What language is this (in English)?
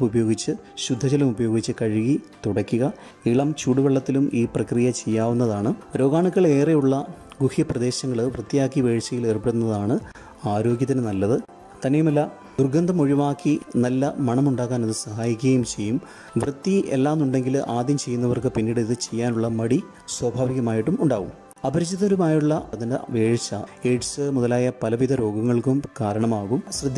Malayalam